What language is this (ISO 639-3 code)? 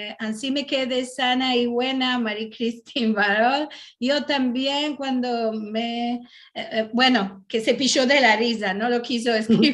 lad